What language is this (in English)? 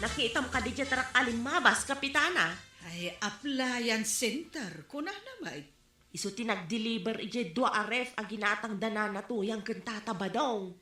Iloko